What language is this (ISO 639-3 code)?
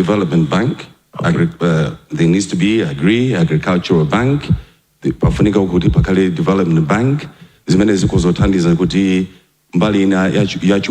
nya